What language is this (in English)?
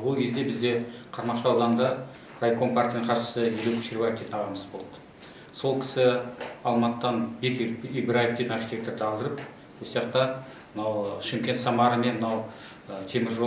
Kazakh